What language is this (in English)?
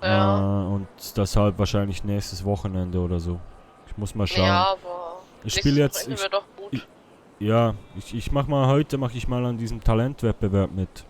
Swiss German